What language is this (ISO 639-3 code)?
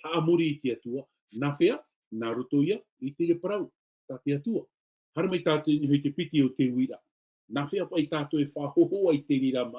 tah